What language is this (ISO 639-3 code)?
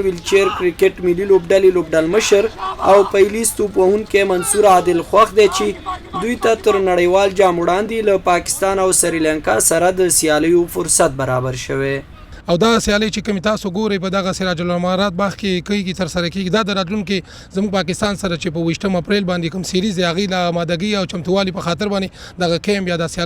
pus